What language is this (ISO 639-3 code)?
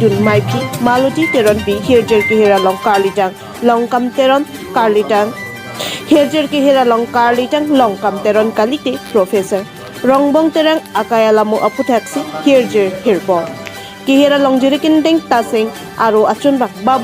mjw